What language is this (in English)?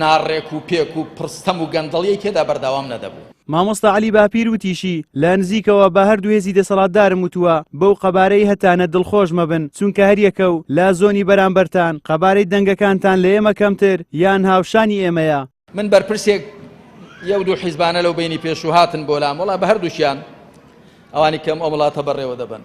Central Kurdish